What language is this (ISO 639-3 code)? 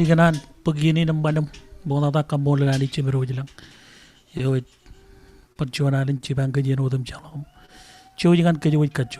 mah